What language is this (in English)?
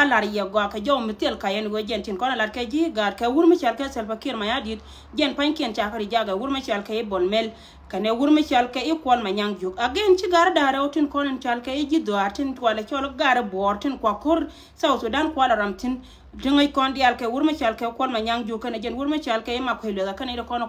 Nuer